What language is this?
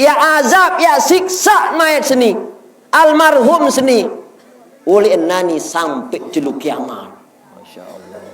Sasak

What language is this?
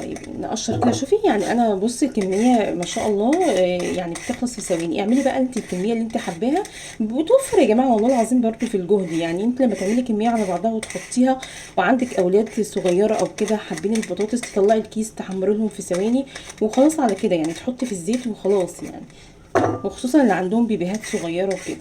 Egyptian Arabic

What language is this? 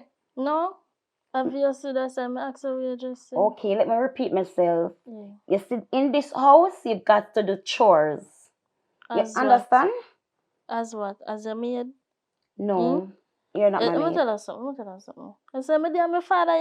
Jamaican Creole English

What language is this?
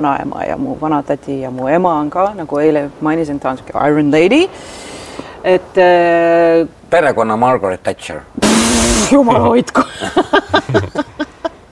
Estonian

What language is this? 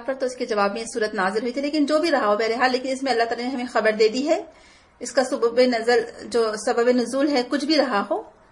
Urdu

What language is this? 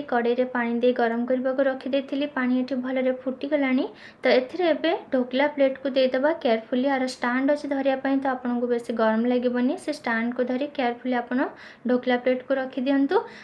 Odia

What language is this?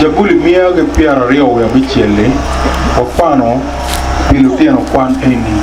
Acoli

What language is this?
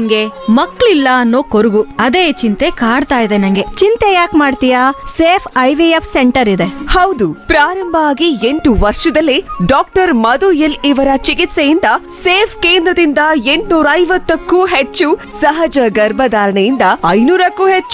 Kannada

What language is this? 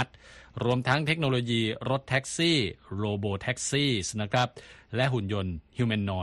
Thai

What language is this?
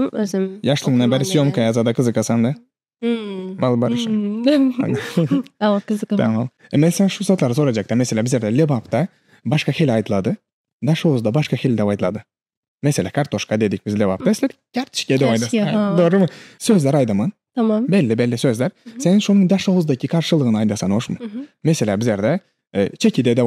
Turkmen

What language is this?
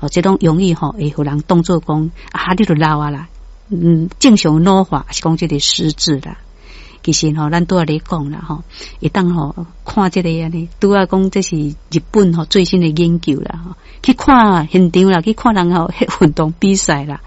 Min Nan Chinese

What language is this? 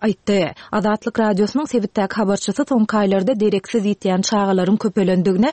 Turkmen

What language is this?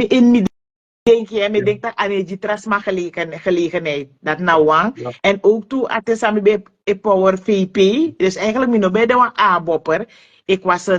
Sranan Tongo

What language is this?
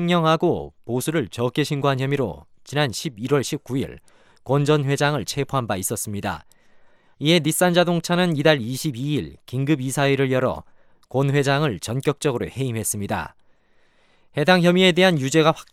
Korean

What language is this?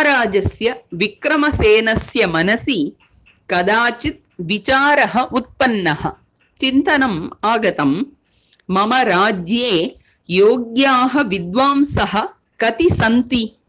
Sanskrit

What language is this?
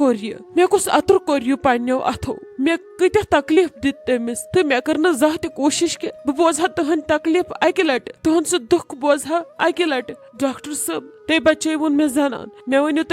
Kashmiri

